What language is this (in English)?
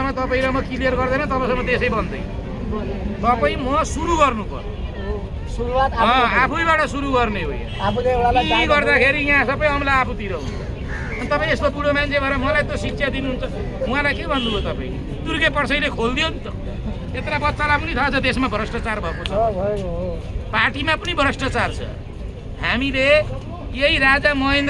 Nepali